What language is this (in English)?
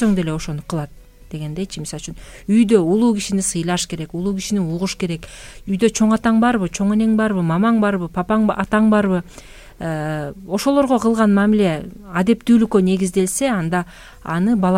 Kyrgyz